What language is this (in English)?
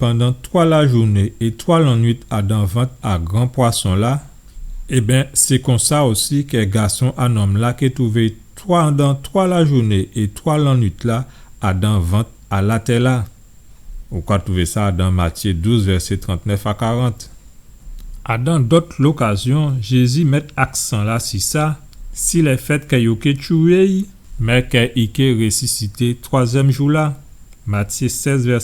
Guadeloupean Creole French